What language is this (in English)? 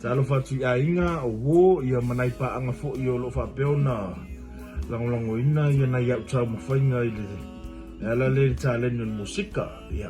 Samoan